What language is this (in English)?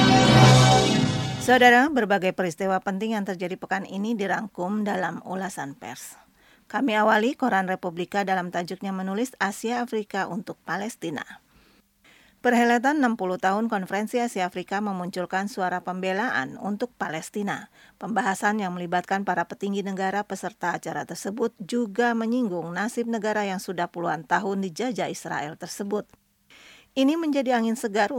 Indonesian